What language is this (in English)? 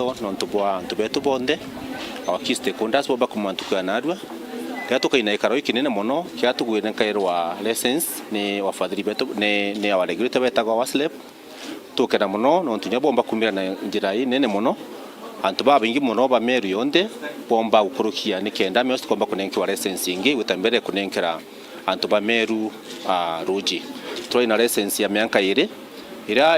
Meru